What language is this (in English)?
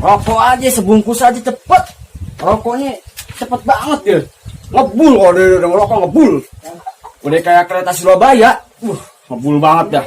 Betawi